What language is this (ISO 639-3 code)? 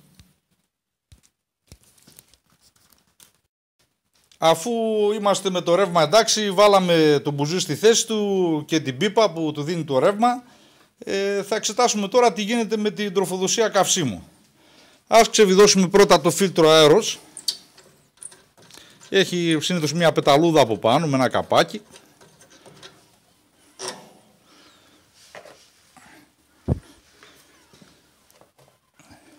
ell